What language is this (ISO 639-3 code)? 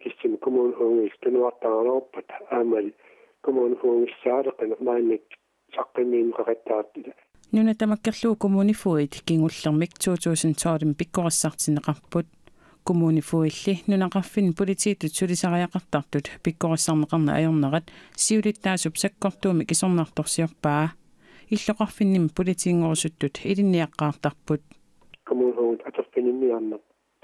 kal